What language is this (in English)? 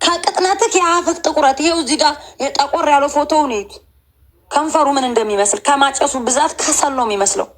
Amharic